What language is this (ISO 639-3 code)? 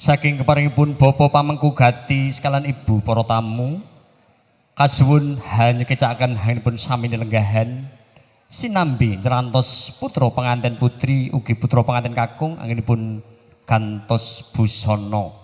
jav